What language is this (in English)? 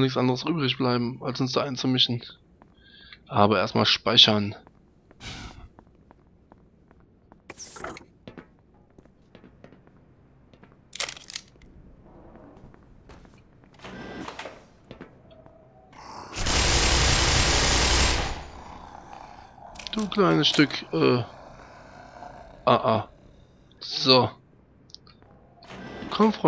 German